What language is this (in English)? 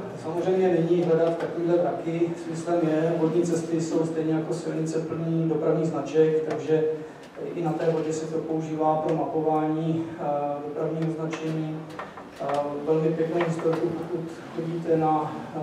Czech